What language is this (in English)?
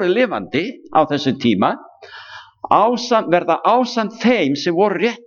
Icelandic